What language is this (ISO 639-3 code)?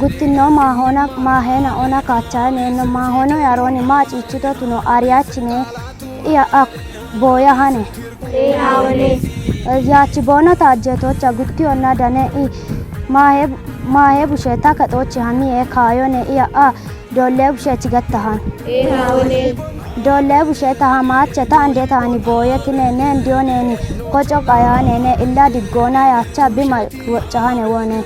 kbr